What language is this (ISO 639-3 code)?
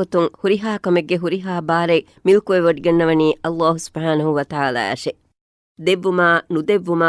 div